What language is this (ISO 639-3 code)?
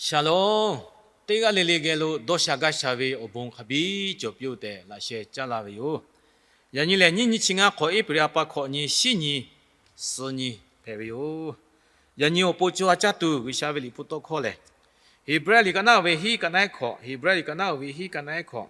lhu